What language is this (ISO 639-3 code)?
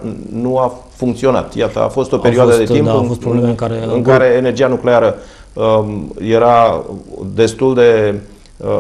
ron